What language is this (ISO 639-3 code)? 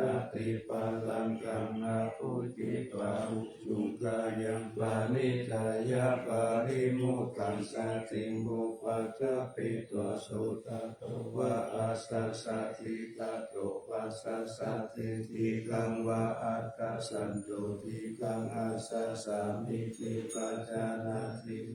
pli